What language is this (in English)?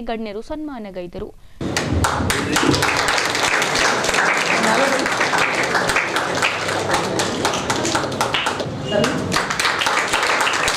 Kannada